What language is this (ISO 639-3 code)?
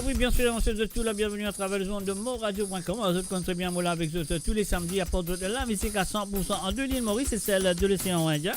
mfe